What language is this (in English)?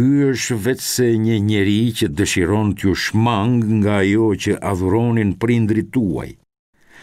Albanian